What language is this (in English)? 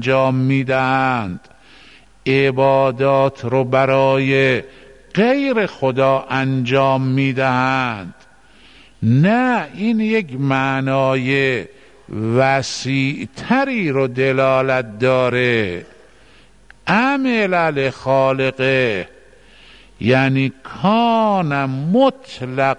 Persian